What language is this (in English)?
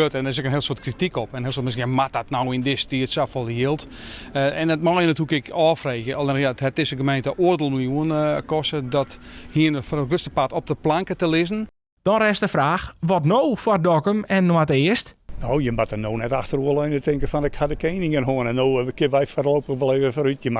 Western Frisian